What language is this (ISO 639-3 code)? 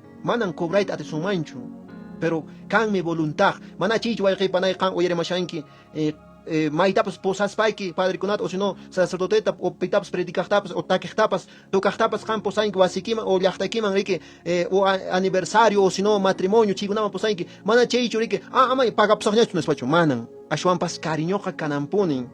que